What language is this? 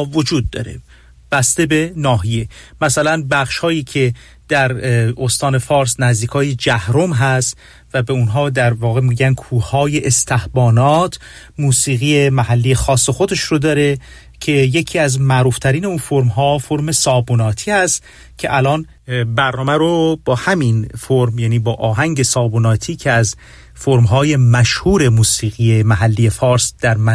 Persian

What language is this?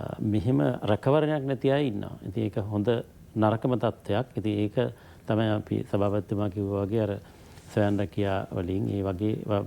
Sinhala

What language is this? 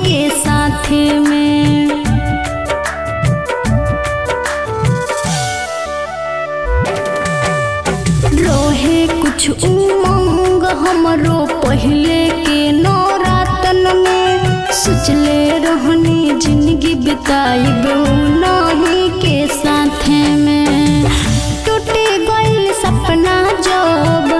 Bhojpuri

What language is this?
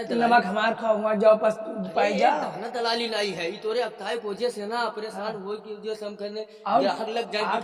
Awadhi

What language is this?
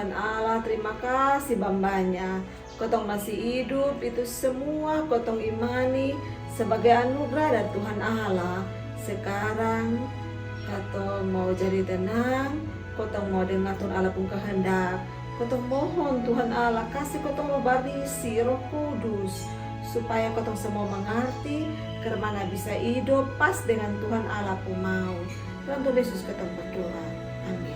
Kupang Malay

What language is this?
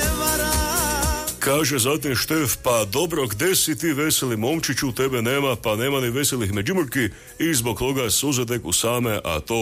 Croatian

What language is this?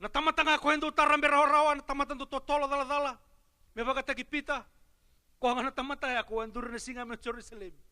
Fijian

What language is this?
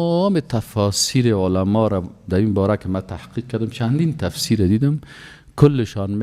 Persian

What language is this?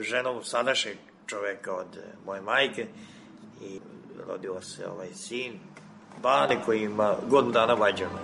Serbian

